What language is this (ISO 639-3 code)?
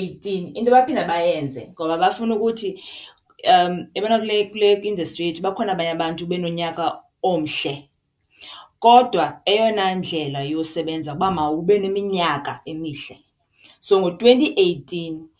xho